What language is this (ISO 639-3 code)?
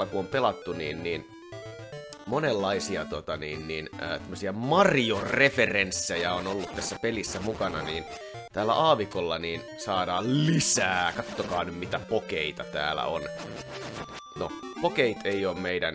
fin